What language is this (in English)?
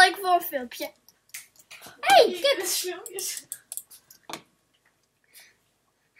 Dutch